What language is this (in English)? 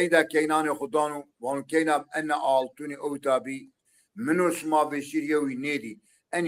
Zaza